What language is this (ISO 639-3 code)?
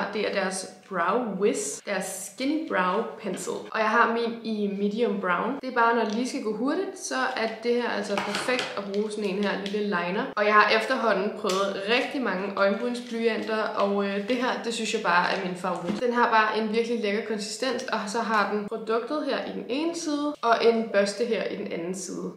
dan